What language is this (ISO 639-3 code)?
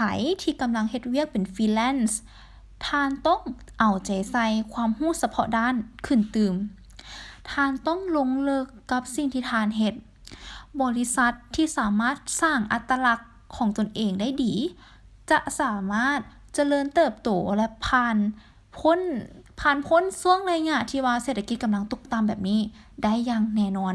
lao